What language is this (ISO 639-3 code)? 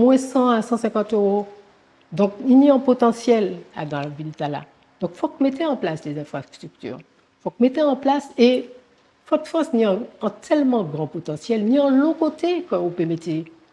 gcf